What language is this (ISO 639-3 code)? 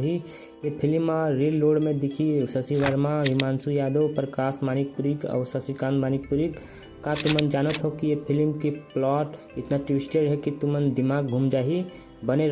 hne